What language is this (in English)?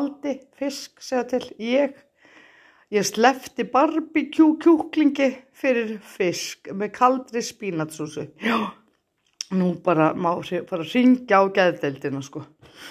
Icelandic